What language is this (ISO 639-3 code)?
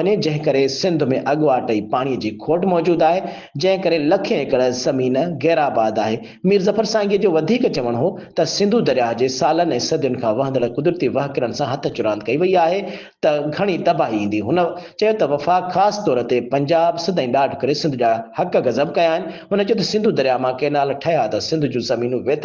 snd